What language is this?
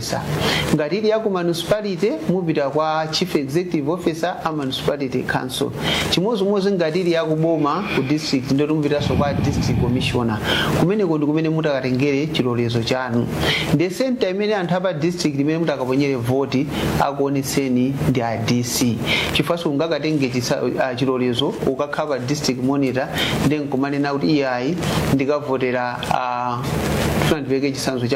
Nyanja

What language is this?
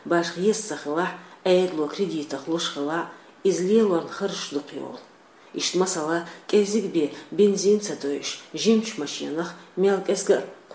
Chechen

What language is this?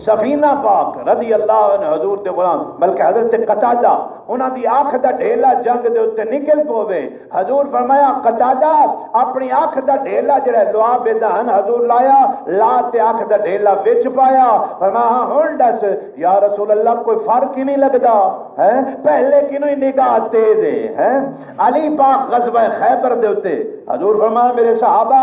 Saraiki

